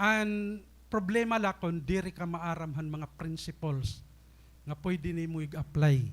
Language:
Waray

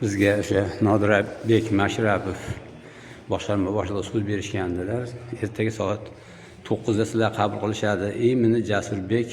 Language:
Uzbek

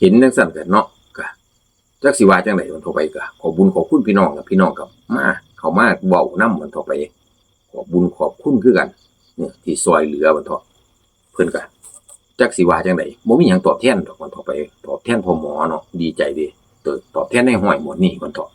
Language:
Northeastern Thai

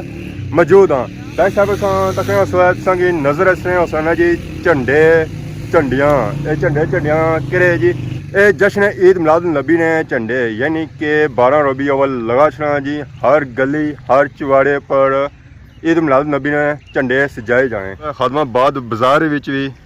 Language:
Pahari-Potwari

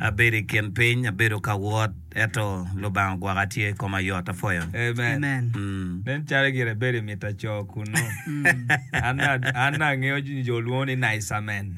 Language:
Acoli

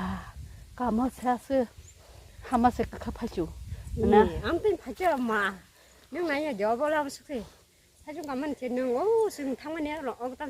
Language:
Kok Borok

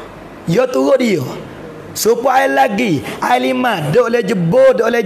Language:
Pattani Malay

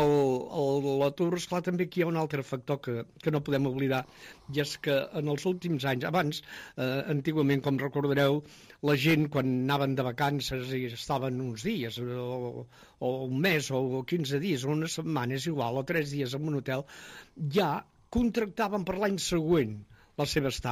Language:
Catalan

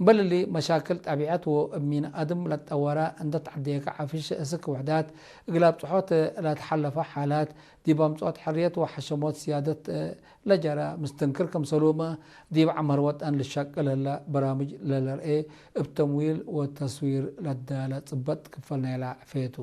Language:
Tigre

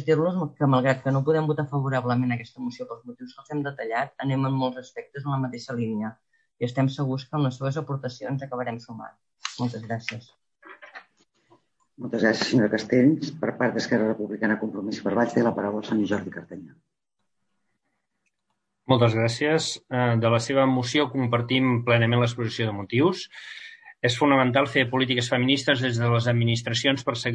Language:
Catalan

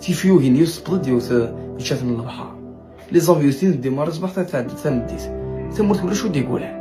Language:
Kabyle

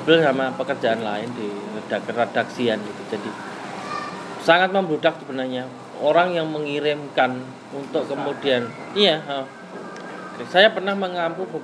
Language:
Indonesian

